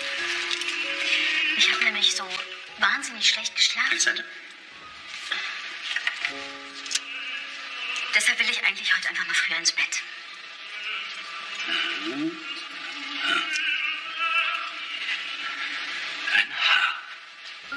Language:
German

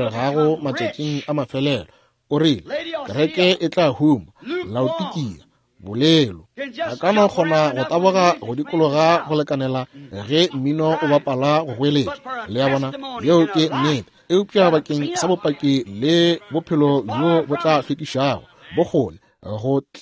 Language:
Northern Sotho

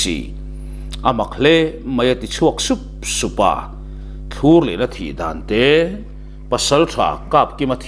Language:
Mizo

